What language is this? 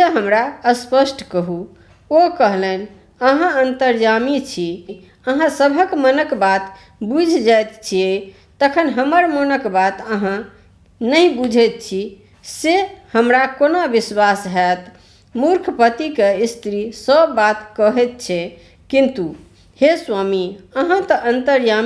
Maithili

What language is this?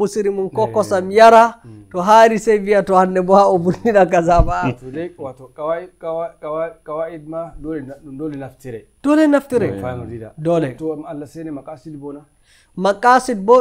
Nigerian Fulfulde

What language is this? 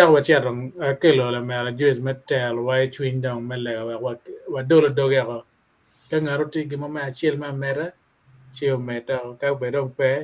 Acoli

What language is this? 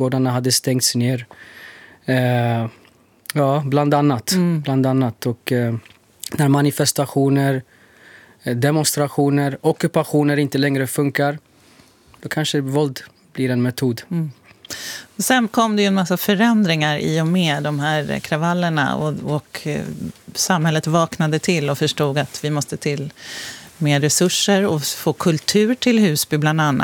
Swedish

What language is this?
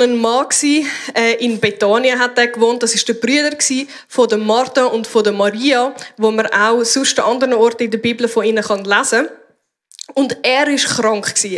Swiss German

